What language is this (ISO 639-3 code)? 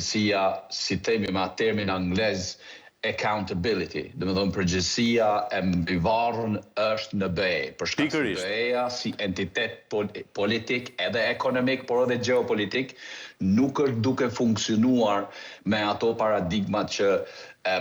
sqi